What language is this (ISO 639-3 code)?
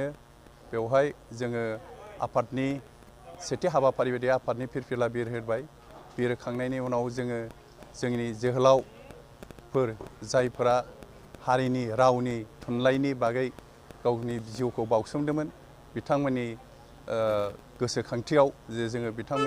brx